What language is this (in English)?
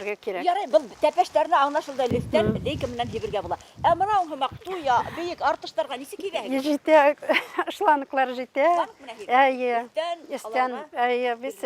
Bashkir